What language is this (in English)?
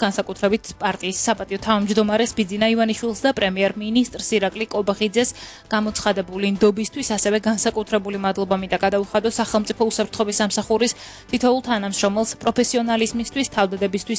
Georgian